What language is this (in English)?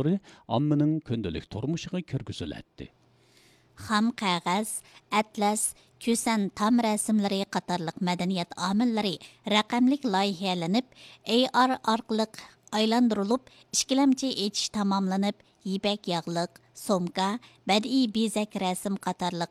Uyghur